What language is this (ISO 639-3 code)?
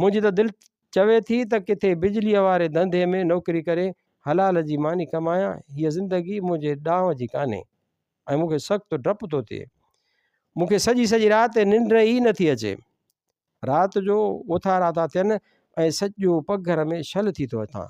snd